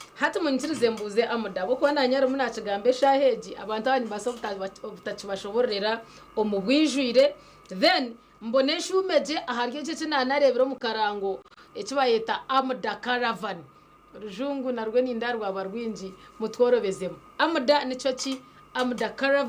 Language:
Nyankole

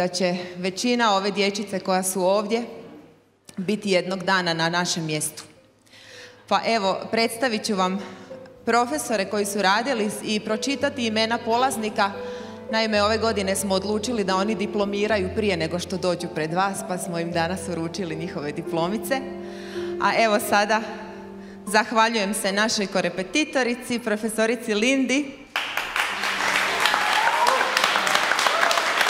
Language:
Croatian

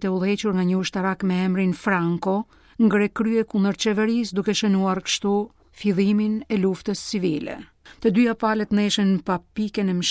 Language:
Albanian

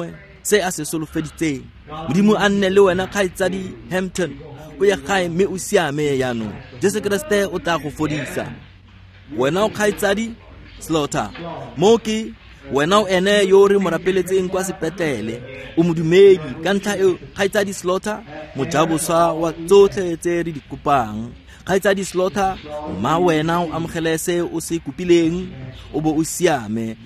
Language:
Tswana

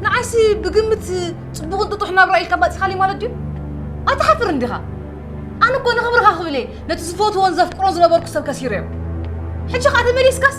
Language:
Tigrinya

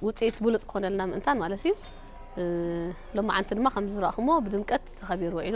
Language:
Tigrinya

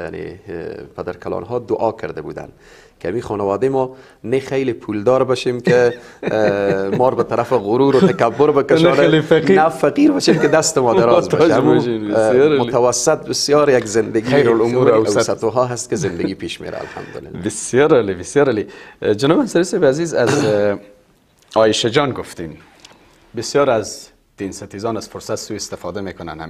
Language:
Persian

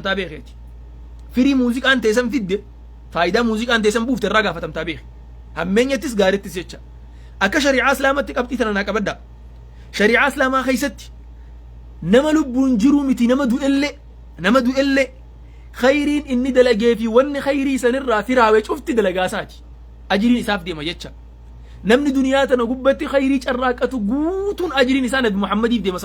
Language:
Oromo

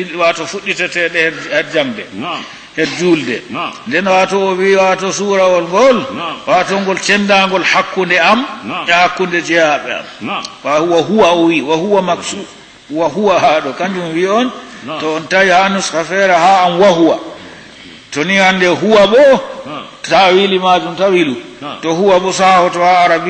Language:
Fula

